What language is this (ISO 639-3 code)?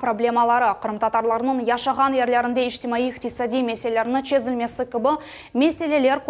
crh